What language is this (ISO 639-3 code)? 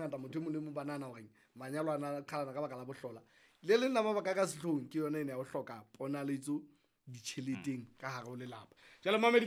sot